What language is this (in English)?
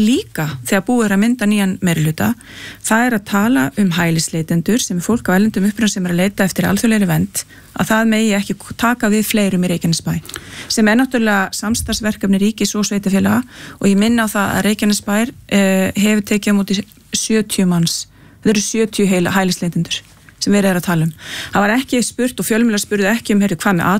Icelandic